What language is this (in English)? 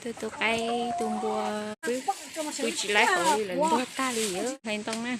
Hmong